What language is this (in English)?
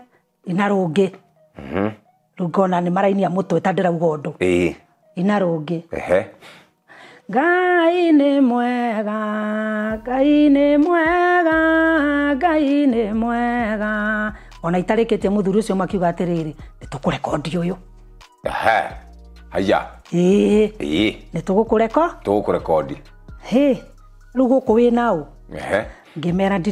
Kikuyu